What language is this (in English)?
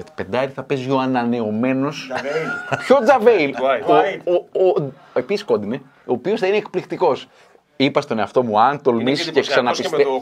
Greek